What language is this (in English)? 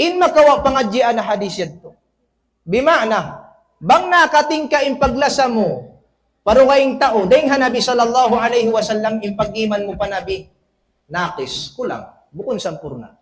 Tausug